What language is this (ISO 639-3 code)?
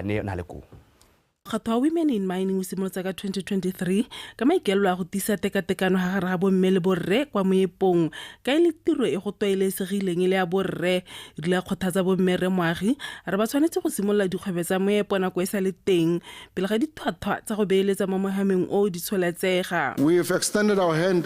tsn